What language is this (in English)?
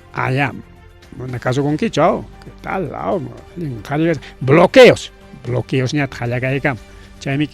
Ayacucho Quechua